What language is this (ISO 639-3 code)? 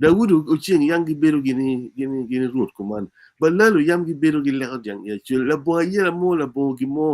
ach